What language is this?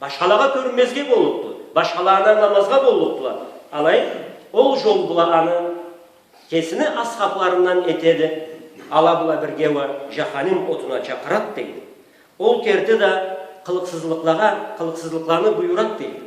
Karachay-Balkar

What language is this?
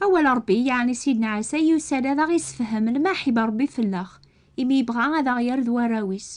Kabyle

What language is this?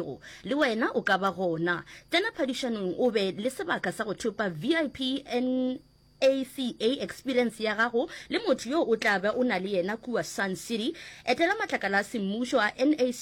Northern Sotho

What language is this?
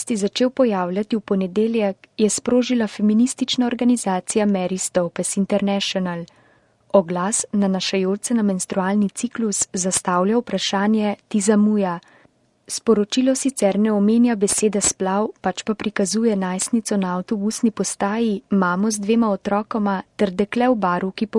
Slovenian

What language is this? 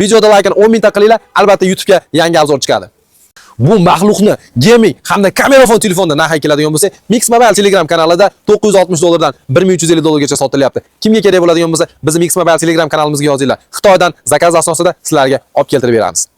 Uzbek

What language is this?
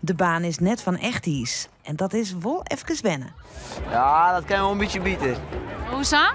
Western Frisian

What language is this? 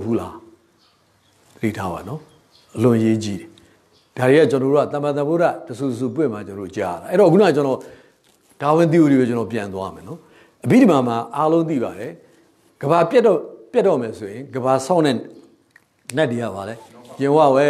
Burmese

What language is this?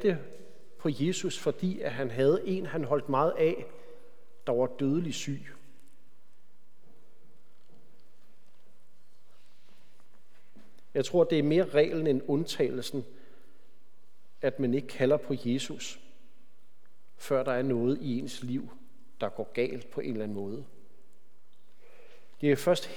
Danish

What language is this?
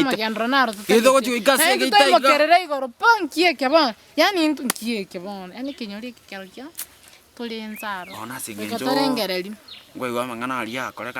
Gusii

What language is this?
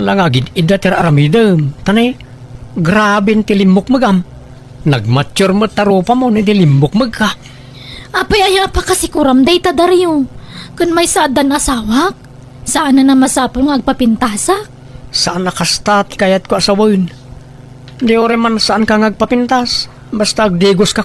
Iloko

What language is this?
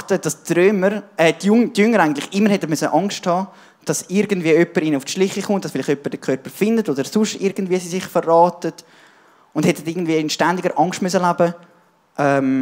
Swiss German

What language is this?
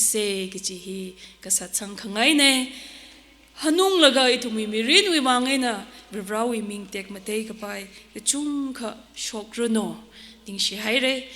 Tangkhul Naga (India)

